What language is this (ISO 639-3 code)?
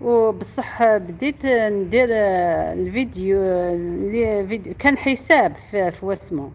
arq